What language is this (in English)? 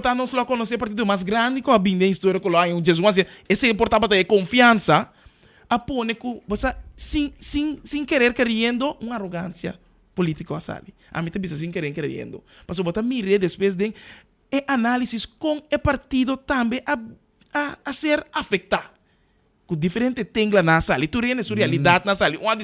Papiamento